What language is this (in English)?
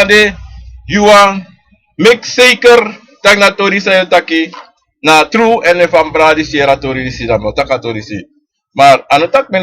Sranan Tongo